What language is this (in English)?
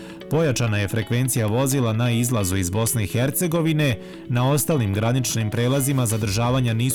Bosnian